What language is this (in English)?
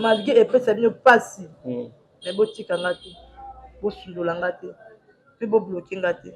Lingala